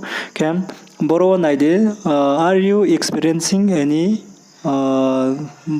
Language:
Riang (India)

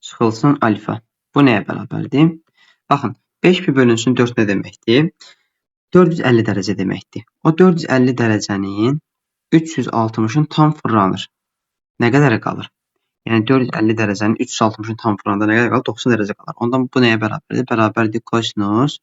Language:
Azerbaijani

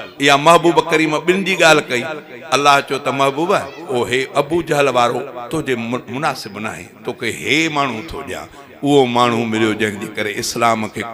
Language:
Sindhi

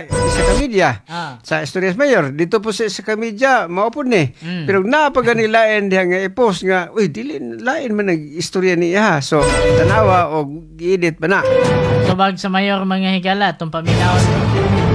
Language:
Cebuano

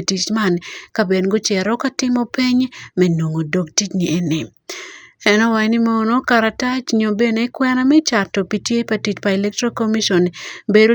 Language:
Acoli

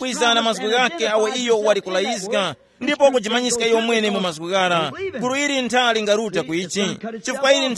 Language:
Tumbuka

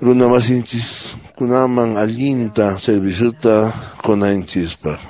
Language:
Quechua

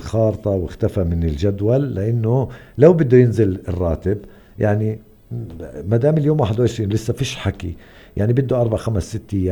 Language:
North Levantine Arabic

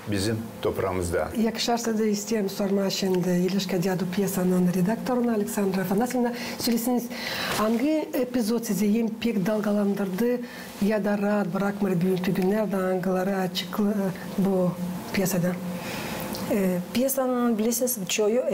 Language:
Gagauz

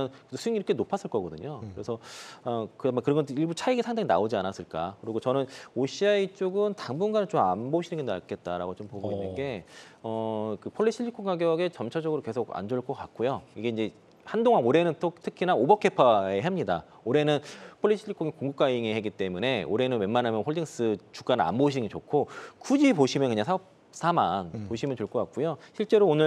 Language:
Korean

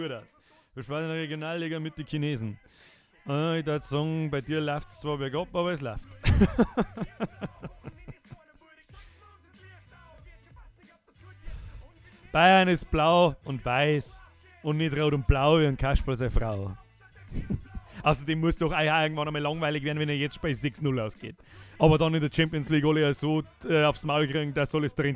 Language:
Bavarian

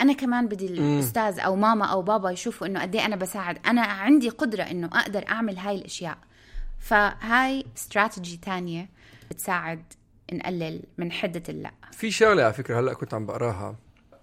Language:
North Levantine Arabic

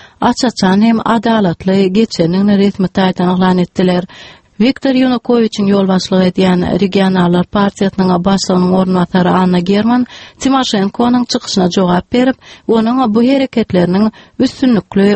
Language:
Turkmen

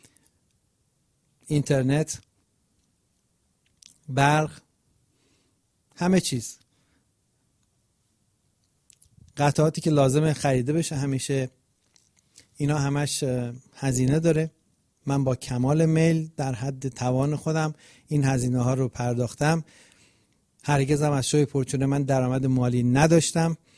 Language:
Persian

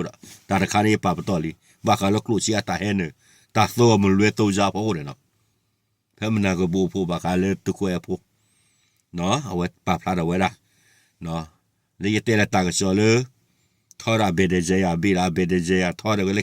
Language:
S'gaw Karen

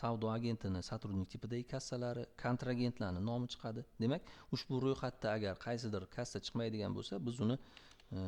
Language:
Uzbek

